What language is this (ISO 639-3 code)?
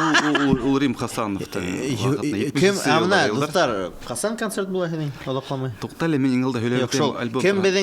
bak